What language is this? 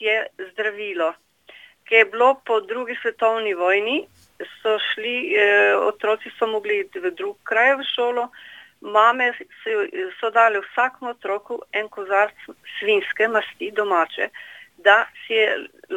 Slovenian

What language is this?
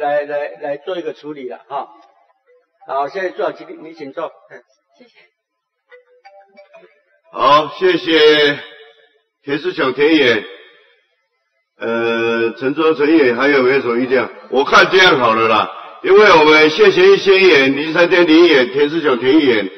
Chinese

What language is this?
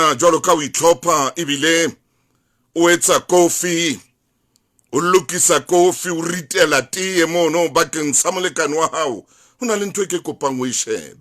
Southern Sotho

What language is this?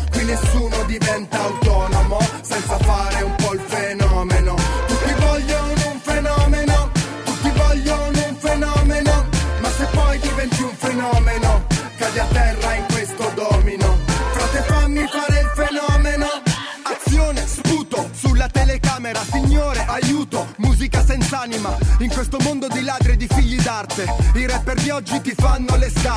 Italian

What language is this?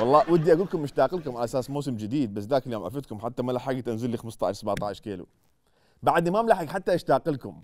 Mesopotamian Arabic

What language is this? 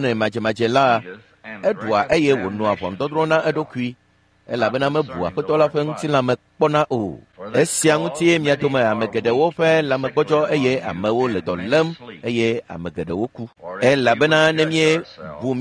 Ewe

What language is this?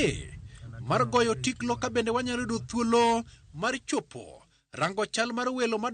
Luo (Kenya and Tanzania)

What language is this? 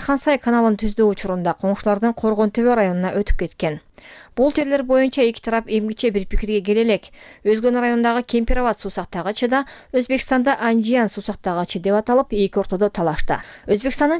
Kyrgyz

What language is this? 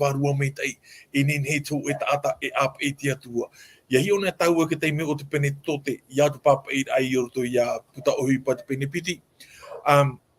Tahitian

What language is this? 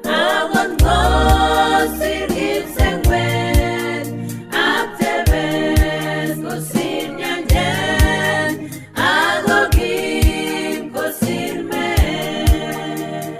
Kalenjin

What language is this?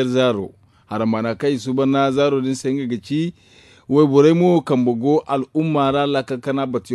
Zarma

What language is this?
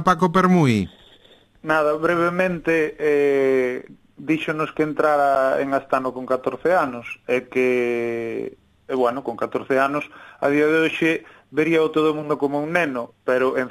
Galician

